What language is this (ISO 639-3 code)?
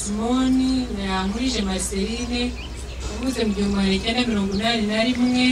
kin